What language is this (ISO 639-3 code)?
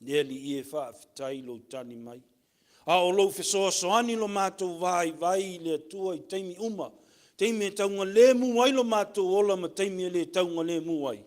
smo